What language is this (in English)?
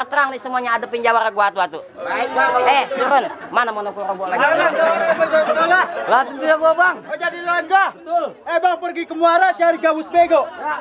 Betawi